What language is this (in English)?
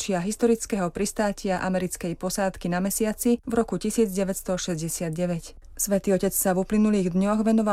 Slovak